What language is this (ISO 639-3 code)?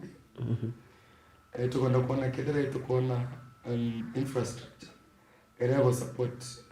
mer